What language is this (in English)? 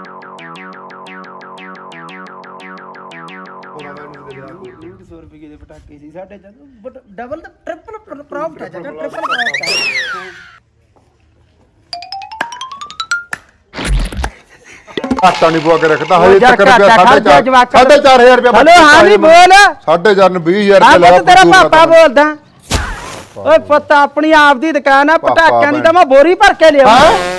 Punjabi